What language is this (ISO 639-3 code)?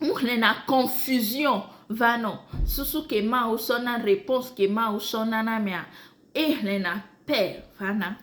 ewe